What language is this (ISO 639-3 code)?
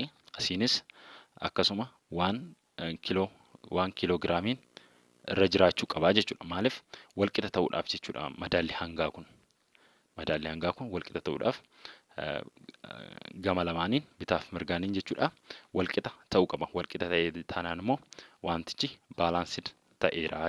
orm